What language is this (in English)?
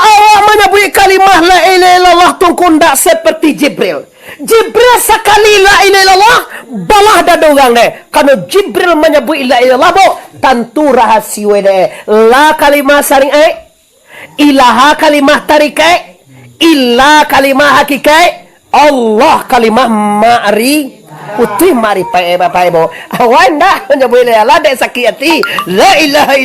Minangkabau